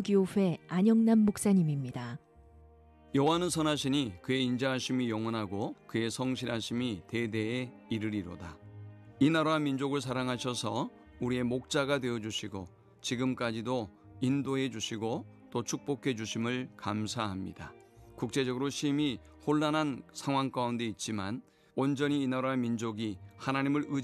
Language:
Korean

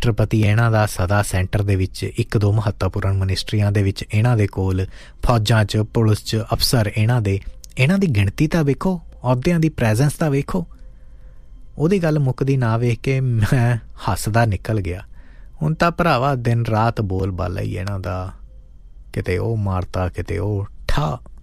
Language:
Punjabi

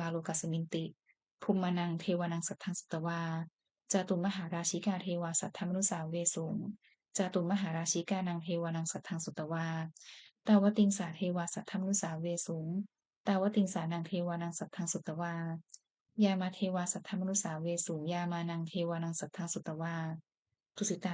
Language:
Pali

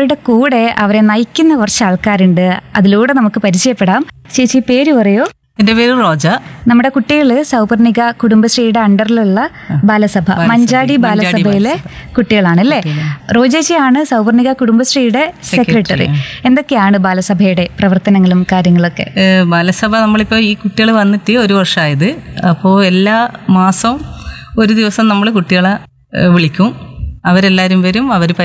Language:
Malayalam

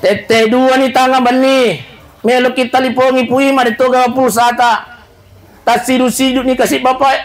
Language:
Buginese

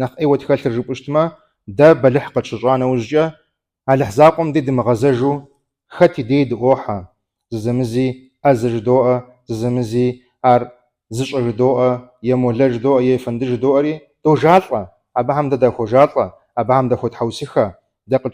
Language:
Kabardian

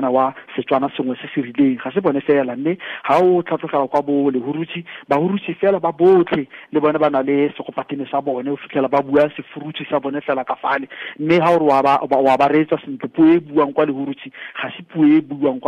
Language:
Tswana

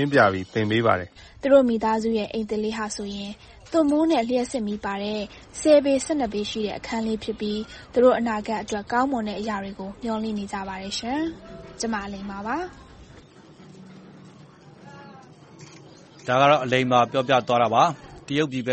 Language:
Burmese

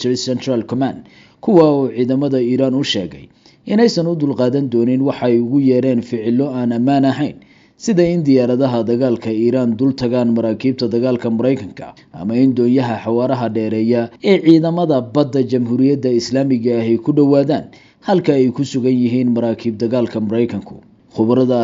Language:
Somali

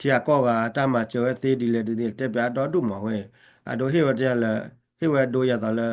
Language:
S'gaw Karen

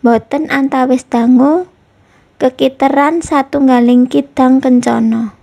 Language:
Javanese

